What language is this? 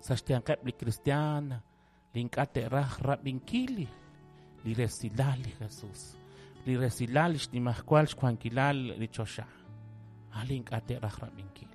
Kekchí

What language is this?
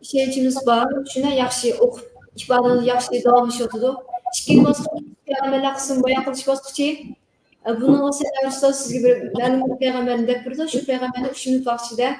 Uyghur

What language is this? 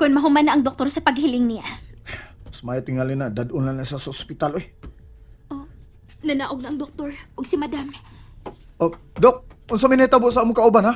Cebuano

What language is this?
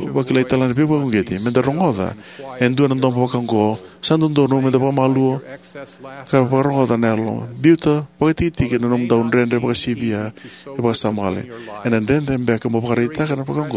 Fijian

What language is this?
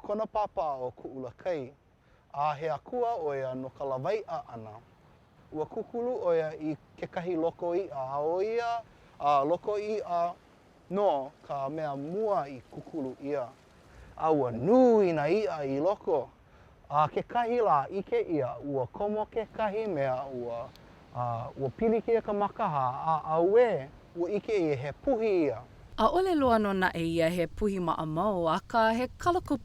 Hawaiian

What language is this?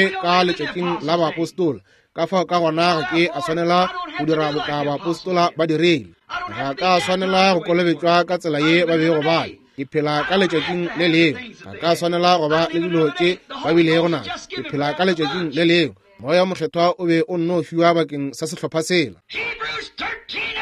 Northern Sotho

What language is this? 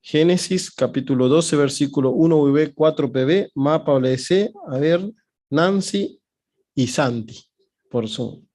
Guarani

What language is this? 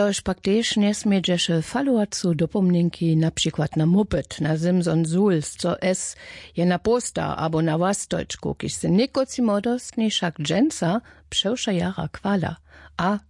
Upper Sorbian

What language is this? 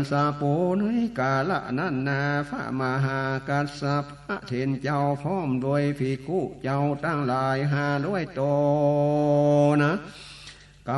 Northern Thai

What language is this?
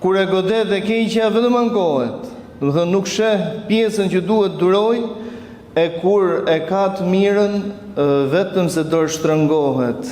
Albanian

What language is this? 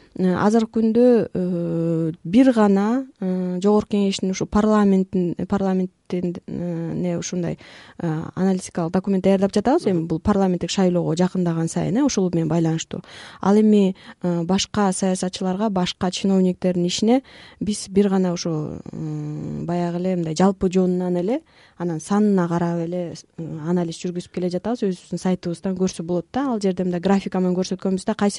Kyrgyz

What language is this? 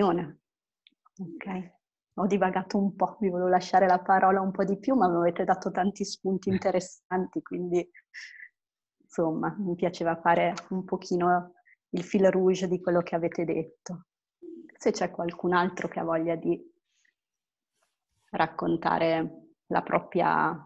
Italian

